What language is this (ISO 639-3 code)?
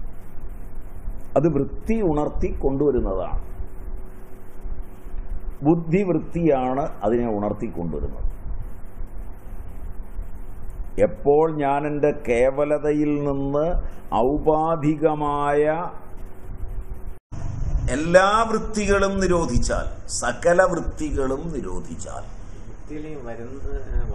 mal